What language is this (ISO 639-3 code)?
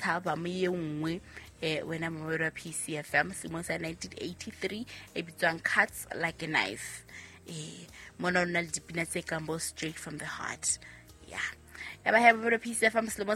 sot